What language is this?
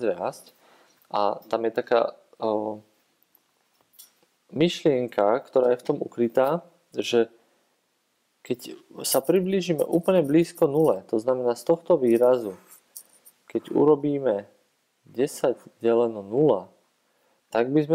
Slovak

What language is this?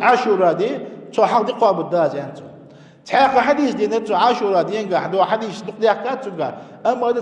Ingush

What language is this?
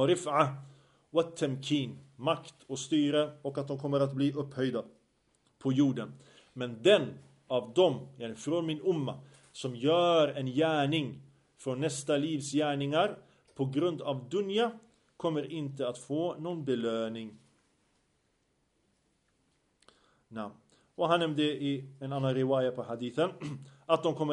Swedish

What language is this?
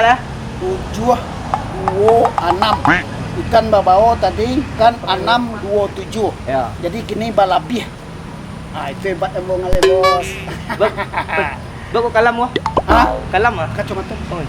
Minangkabau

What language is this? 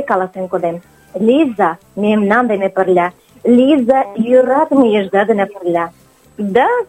Mari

